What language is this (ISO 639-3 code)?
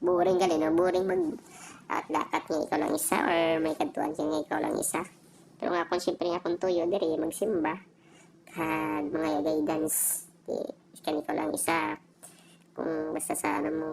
hil